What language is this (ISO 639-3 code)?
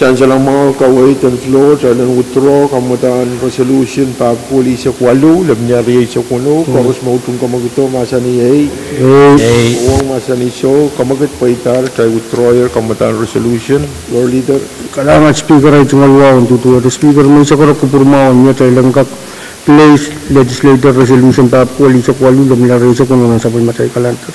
pon